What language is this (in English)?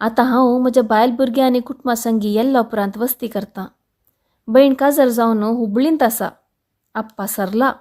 Konkani